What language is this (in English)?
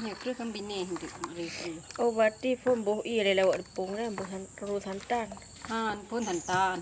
Achinese